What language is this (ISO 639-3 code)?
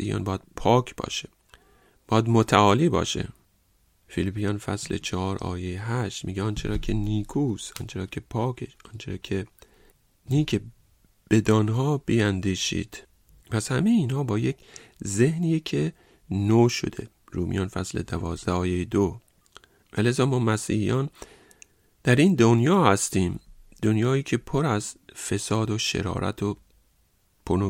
fas